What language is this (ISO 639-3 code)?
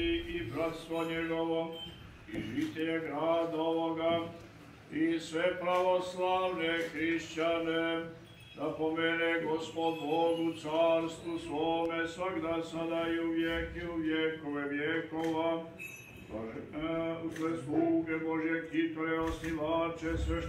srp